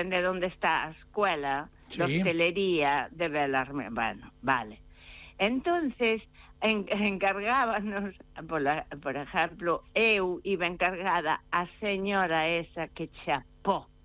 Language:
Galician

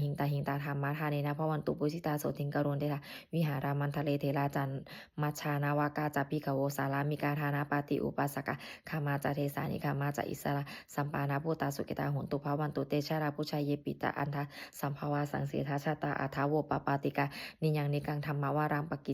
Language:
Pali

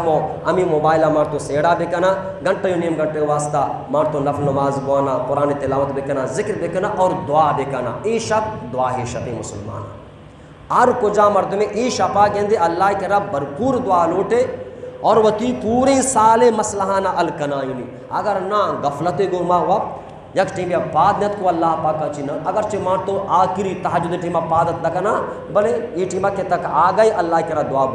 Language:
Eastern Balochi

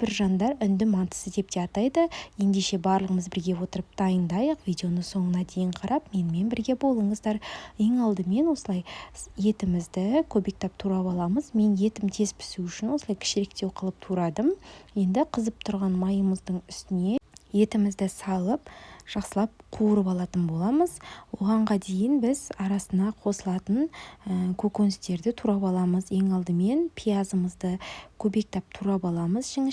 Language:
Kazakh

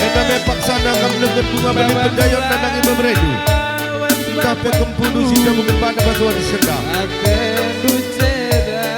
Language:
Batak Karo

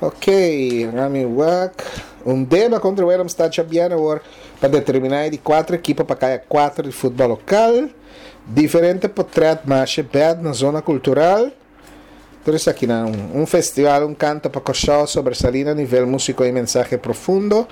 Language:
Papiamento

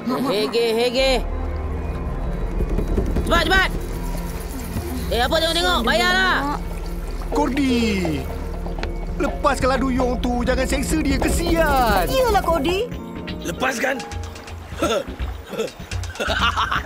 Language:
Malay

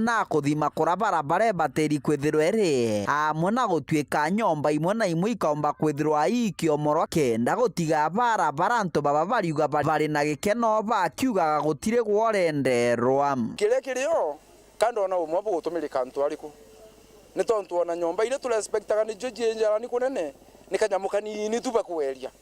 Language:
Meru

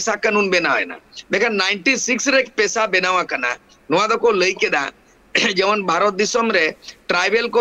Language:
Santali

